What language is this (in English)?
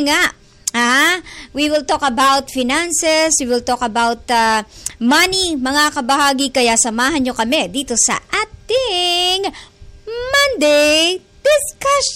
Filipino